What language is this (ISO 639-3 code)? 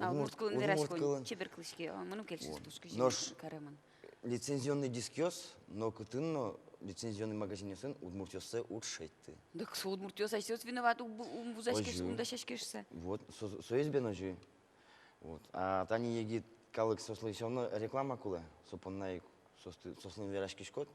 udm